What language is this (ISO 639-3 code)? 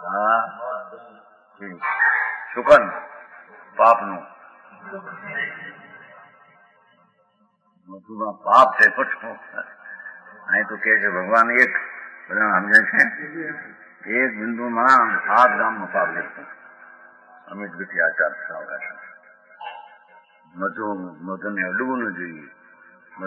guj